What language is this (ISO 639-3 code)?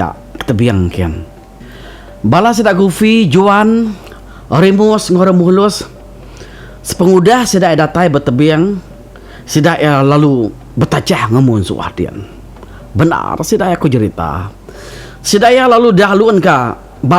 iba